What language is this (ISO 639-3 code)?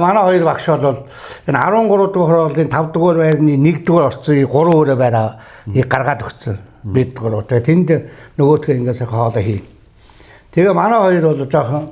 mon